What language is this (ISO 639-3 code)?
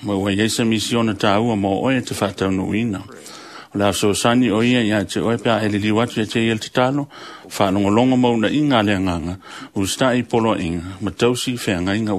smo